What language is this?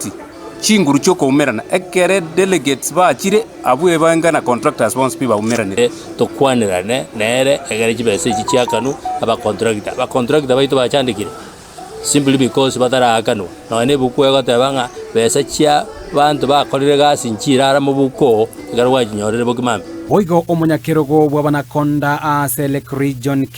Gusii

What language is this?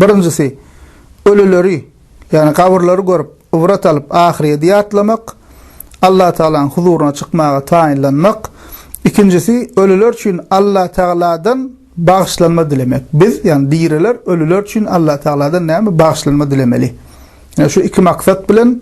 Turkmen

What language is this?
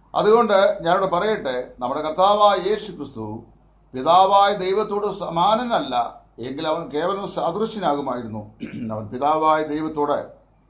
Malayalam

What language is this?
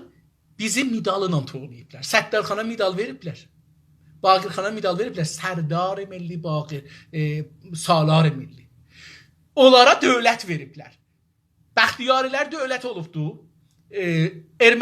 South Azerbaijani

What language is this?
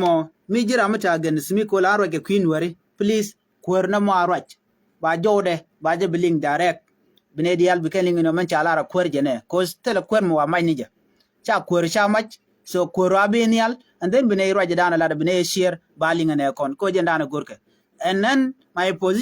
Nuer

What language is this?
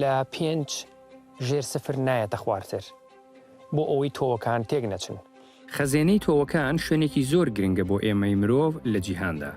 Central Kurdish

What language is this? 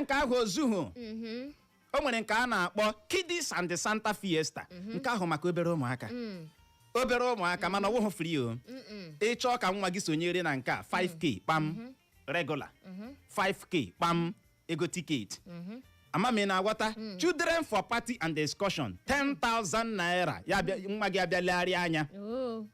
Igbo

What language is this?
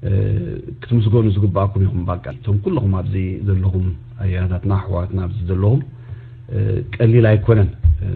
Tigrinya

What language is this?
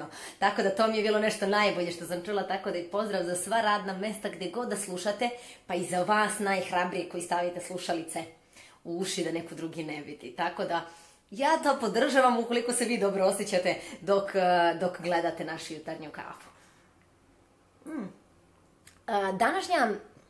Serbian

